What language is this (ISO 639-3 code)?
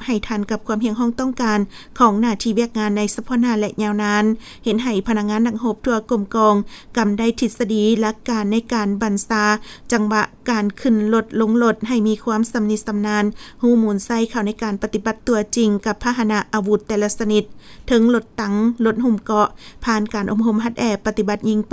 lao